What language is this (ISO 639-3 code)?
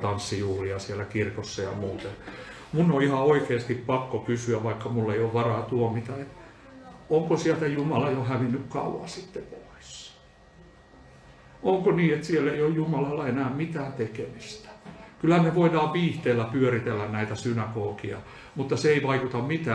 fin